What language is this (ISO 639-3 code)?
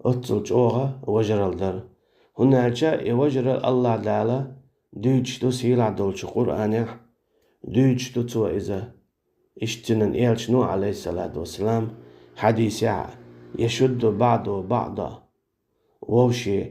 che